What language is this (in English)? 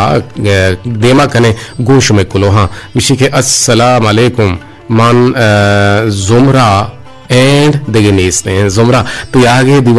Eastern Balochi